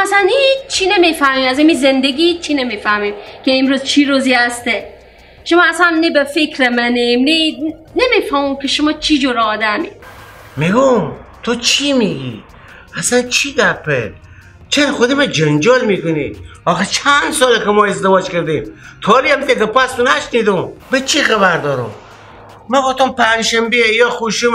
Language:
Persian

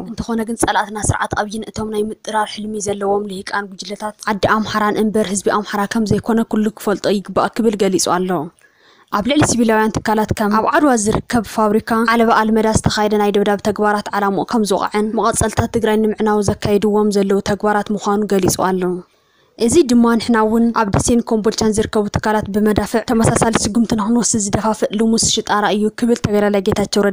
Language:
Tigrinya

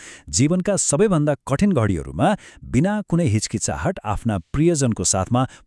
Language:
Nepali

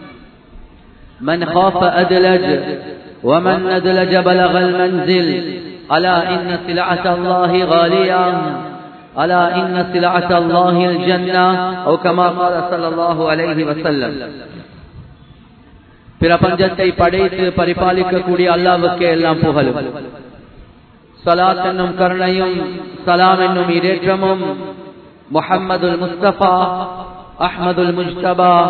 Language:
Tamil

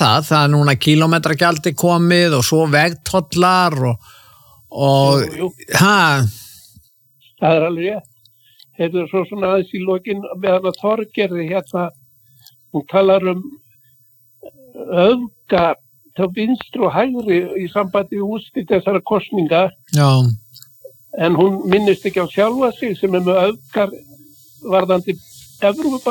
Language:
Icelandic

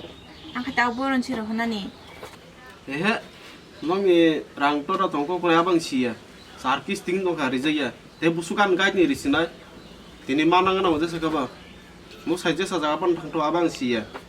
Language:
Kok Borok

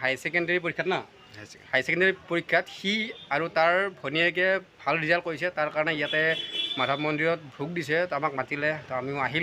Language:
Assamese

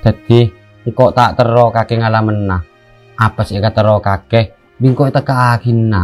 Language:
Madurese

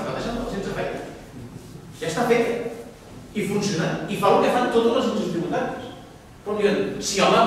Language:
Catalan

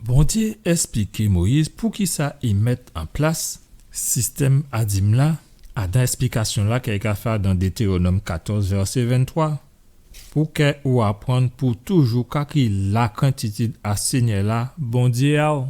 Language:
Guadeloupean Creole French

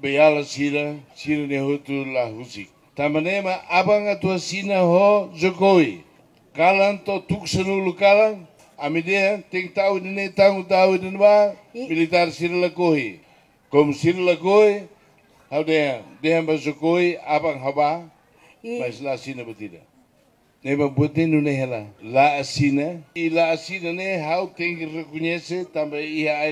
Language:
Tetum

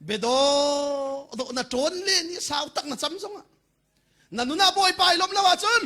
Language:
Hakha Chin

